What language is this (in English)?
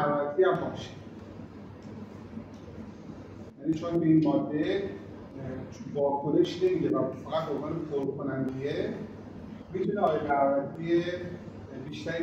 Persian